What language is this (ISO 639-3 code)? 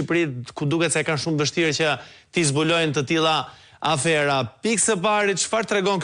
sqi